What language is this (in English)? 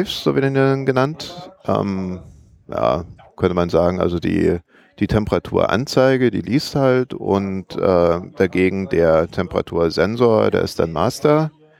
German